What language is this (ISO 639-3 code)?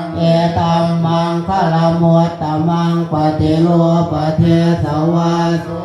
pli